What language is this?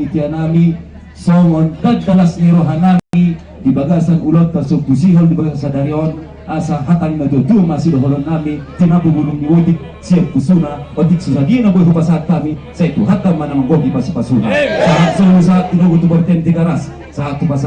Batak Toba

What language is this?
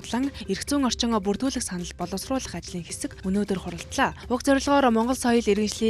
Mongolian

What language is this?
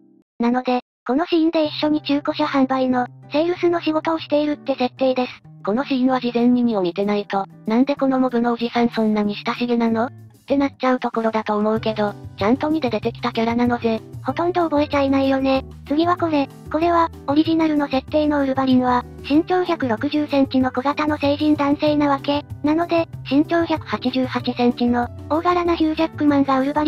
Japanese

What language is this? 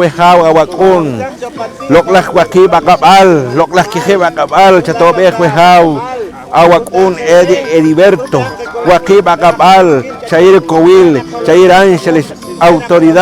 Poqomchi'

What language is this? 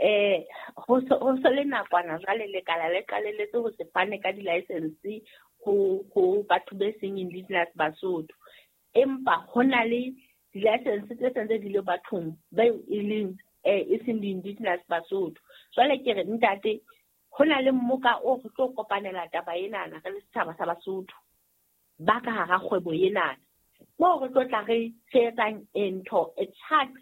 Southern Sotho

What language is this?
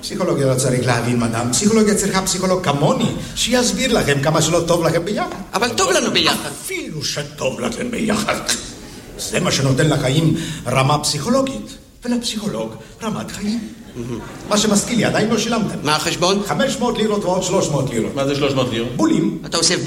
Hebrew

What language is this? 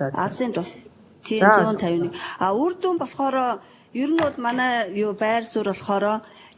Mongolian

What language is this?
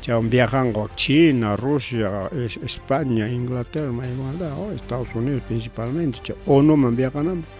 Ayacucho Quechua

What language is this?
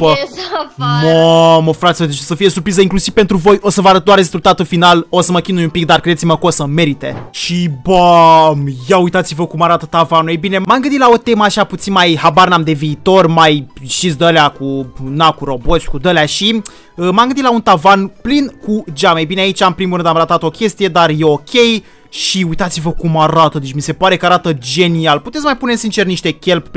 Romanian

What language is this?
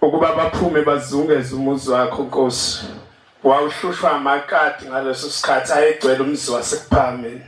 Zulu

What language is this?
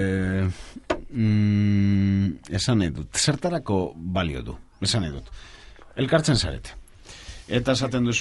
Basque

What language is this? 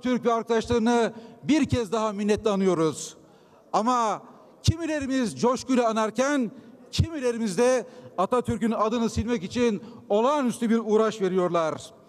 Turkish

